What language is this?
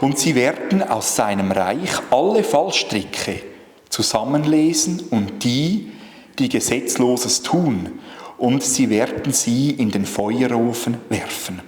Swiss German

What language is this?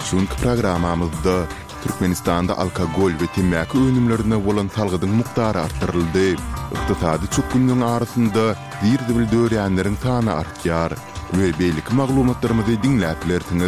Turkmen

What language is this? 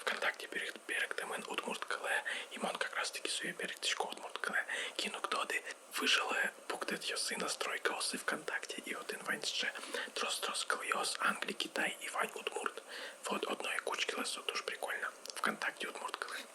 Udmurt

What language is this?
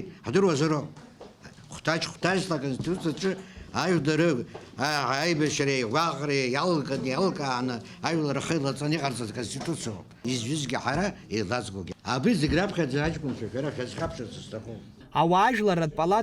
Abkhazian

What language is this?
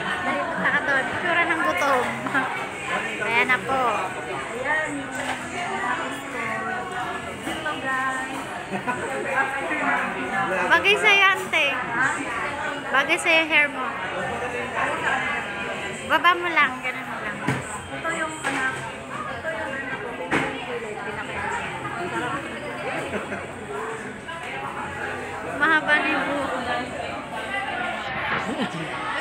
Filipino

